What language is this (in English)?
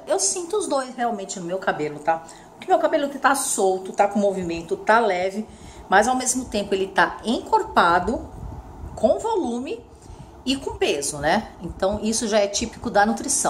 Portuguese